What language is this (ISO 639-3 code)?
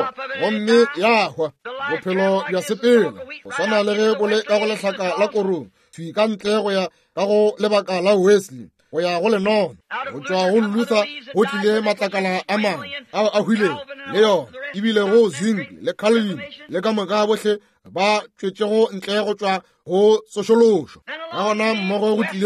nso